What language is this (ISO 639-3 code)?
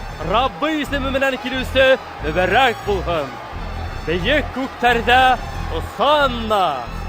bak